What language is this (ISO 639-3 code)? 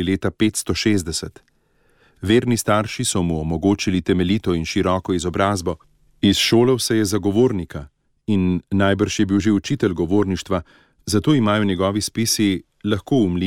slv